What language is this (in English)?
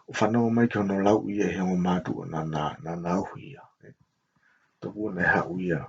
Tongan